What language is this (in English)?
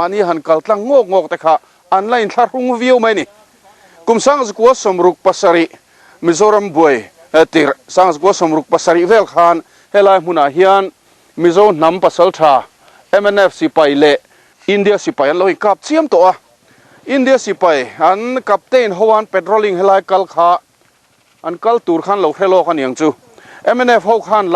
Mizo